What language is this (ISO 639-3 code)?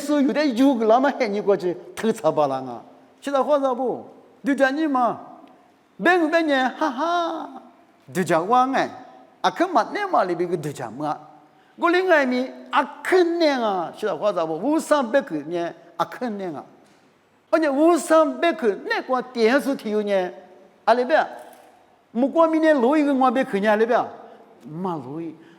lis